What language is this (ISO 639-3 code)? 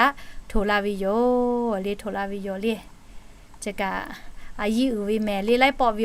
lhu